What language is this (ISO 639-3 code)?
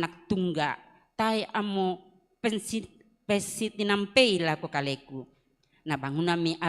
sda